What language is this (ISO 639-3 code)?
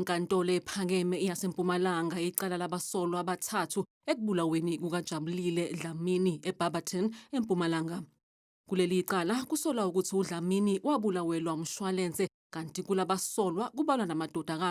zul